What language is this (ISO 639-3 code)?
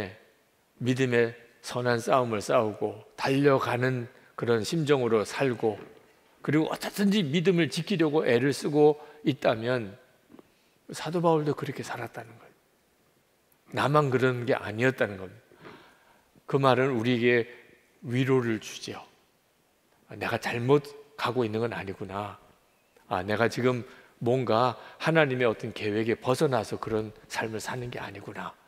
kor